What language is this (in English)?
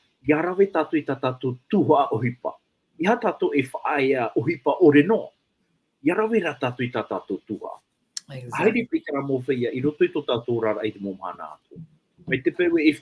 Tahitian